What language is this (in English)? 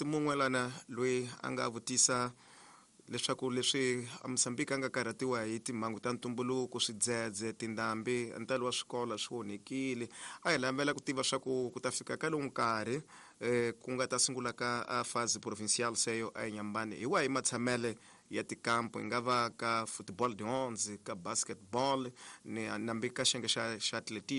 Tsonga